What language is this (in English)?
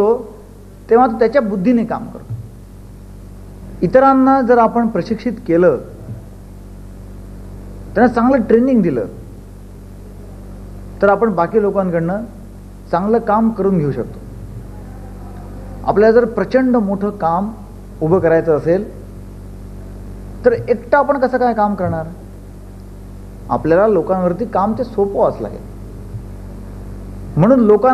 Marathi